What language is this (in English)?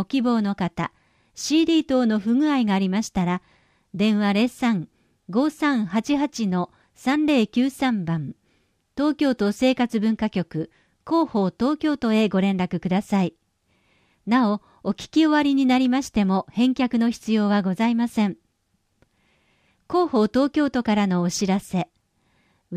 Japanese